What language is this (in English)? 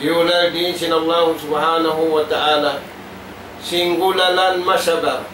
Tausug